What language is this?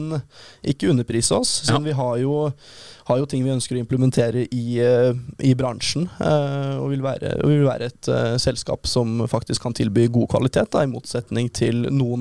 Norwegian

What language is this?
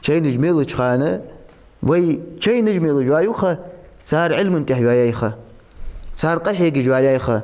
Ingush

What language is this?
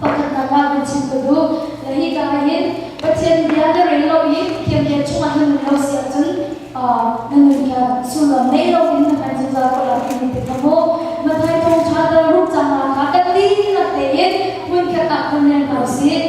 Hakha Chin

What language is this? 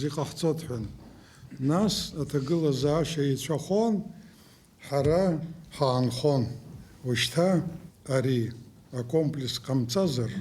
Abkhazian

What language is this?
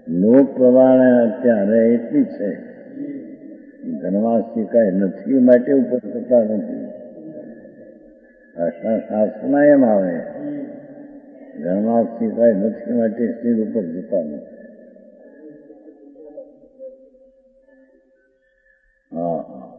Gujarati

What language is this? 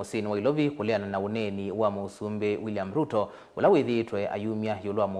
Kamba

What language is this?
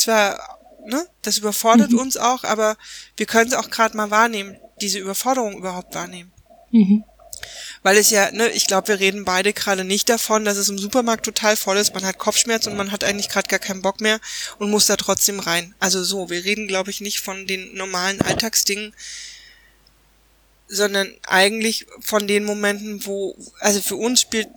German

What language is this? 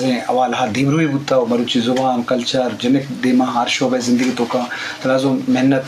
Eastern Balochi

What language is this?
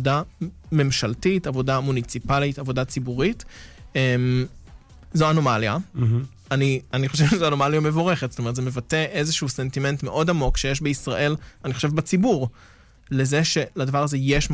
Hebrew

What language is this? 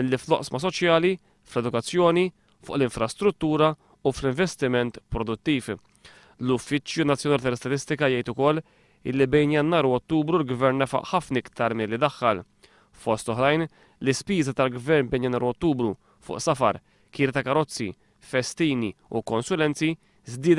Maltese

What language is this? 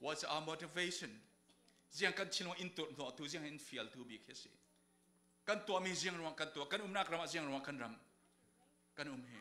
Falam Chin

